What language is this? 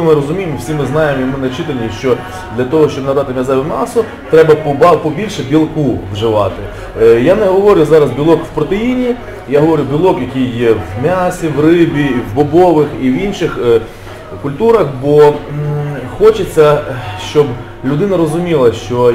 Ukrainian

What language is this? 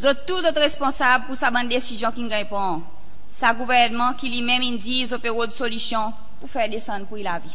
Seselwa Creole French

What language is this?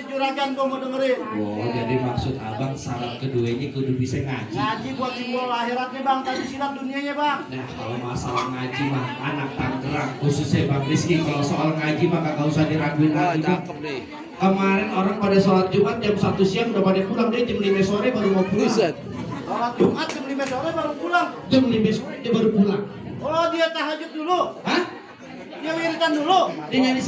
Betawi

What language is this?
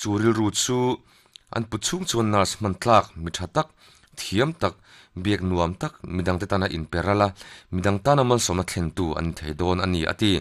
Mizo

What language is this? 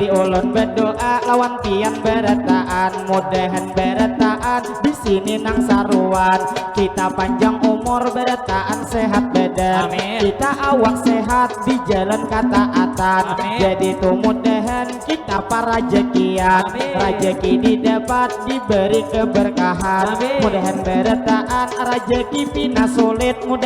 Banjar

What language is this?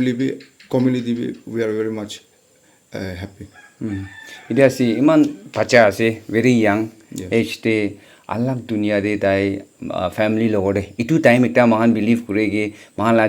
Naga Pidgin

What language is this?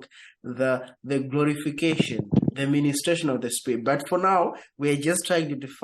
English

